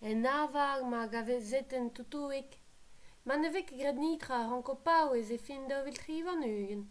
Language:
Breton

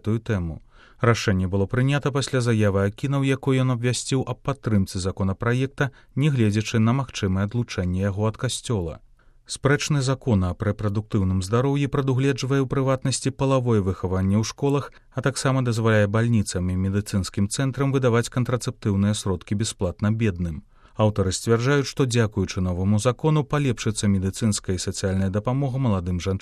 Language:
Belarusian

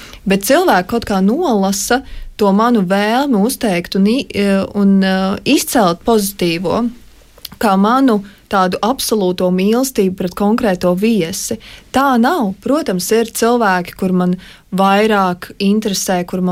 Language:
Latvian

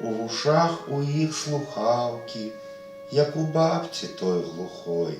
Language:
Belarusian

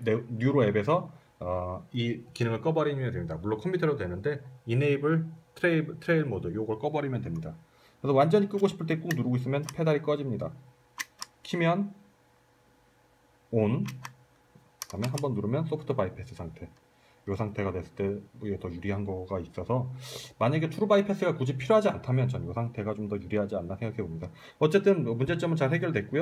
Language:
Korean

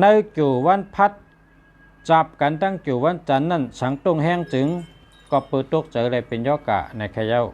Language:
Shan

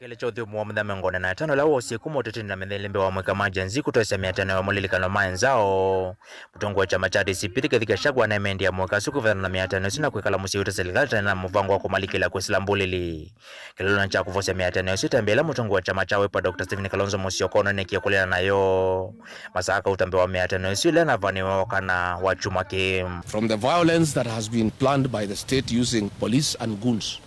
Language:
Kamba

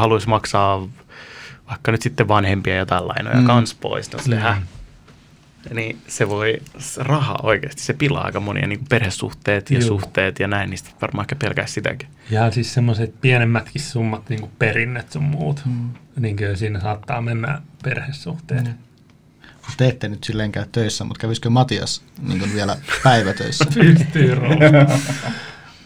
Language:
Finnish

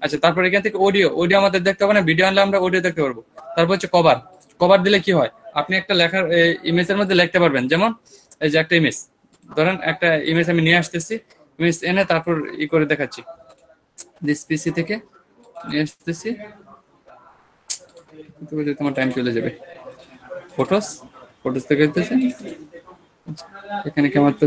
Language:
Bangla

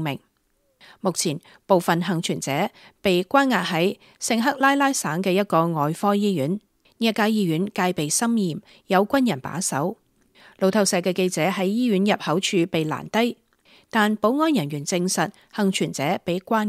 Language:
Cantonese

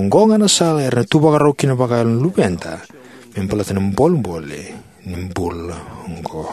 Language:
Fijian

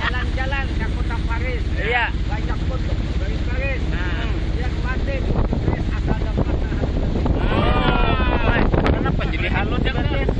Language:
Banjar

